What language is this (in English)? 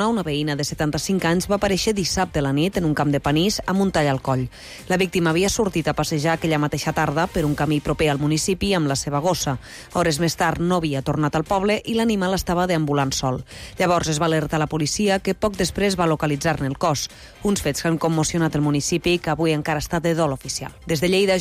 Catalan